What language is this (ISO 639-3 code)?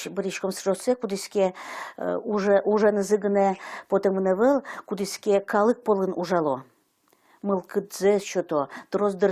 udm